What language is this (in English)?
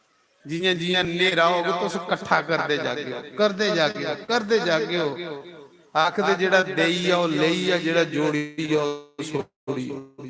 Dogri